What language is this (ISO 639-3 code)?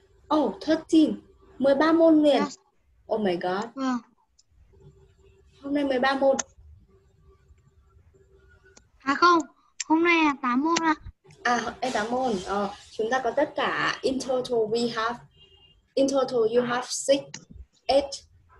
vie